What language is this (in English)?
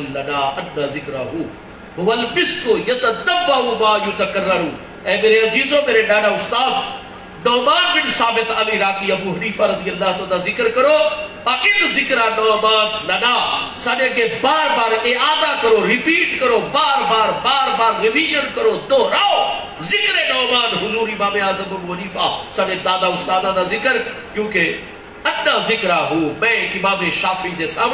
Saraiki